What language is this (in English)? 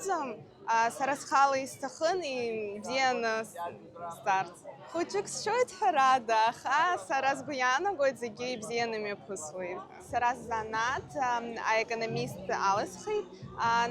Abkhazian